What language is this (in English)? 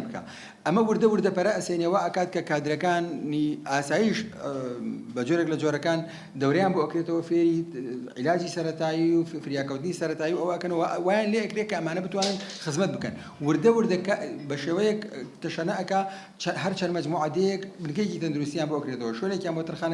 Central Kurdish